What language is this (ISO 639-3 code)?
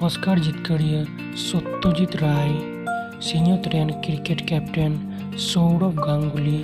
sat